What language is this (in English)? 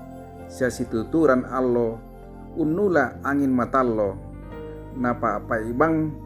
Toraja-Sa'dan